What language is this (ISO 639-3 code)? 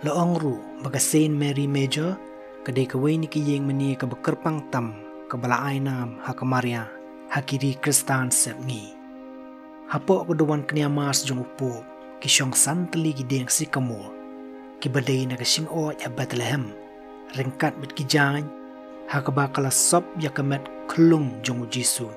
kha